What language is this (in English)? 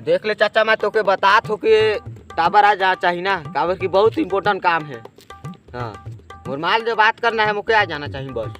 Chhattisgarhi